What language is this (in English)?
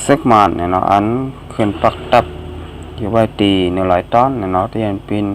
Shan